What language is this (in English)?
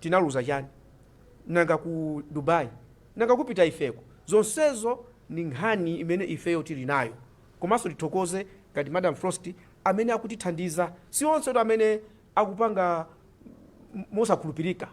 Nyanja